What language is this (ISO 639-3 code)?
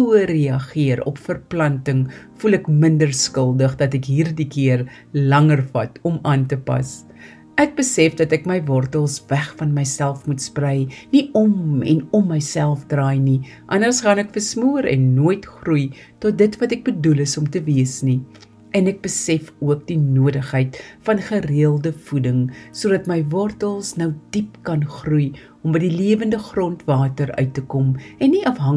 afr